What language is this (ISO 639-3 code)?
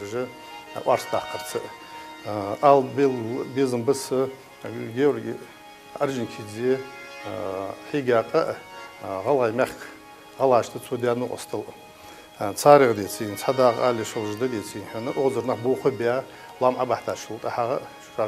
inh